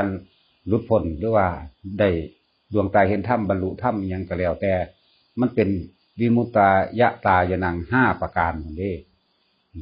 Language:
Northeastern Thai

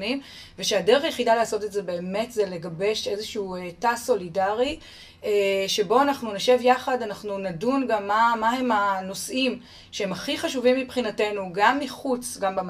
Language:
Hebrew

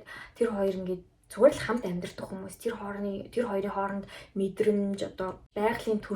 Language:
Mongolian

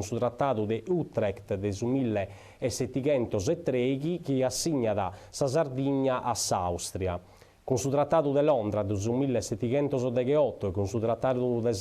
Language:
Sardinian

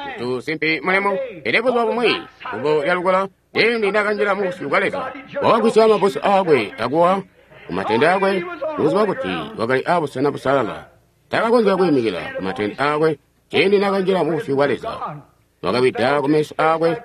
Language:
Tonga (Zambia)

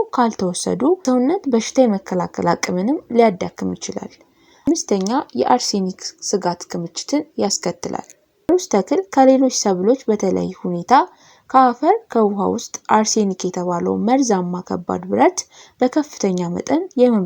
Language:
Amharic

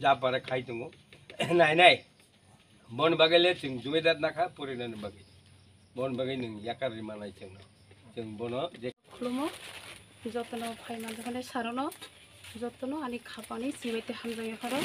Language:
Kok Borok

